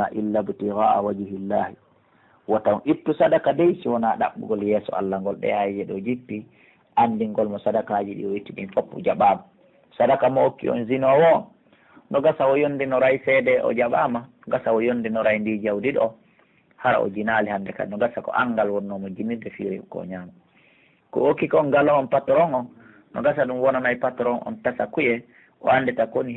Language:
Pular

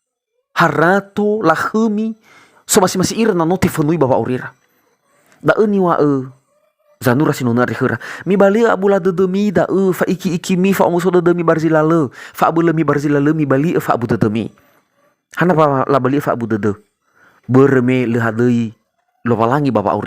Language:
Nias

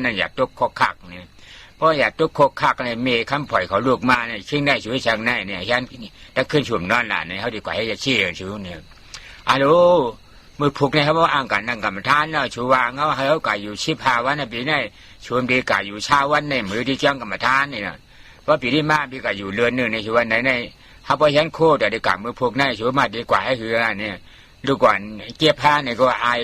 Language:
Shan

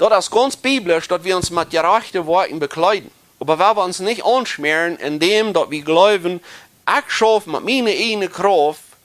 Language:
Plautdietsch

